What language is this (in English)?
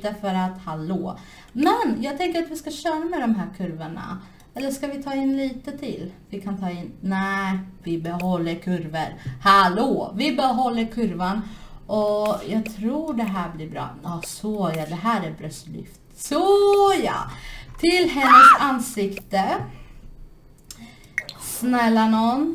Swedish